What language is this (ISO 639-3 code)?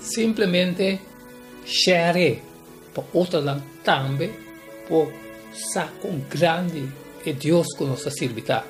pap